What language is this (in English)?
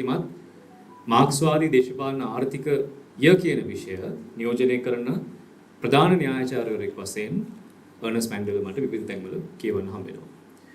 Sinhala